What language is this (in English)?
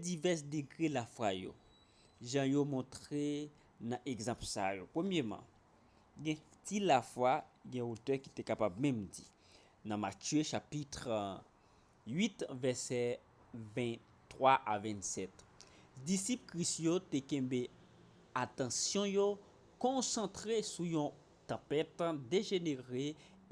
Haitian Creole